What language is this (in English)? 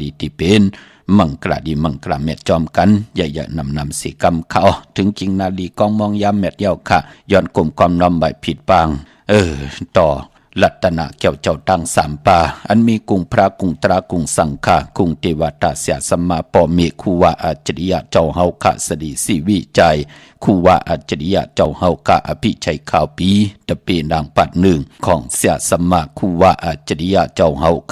Shan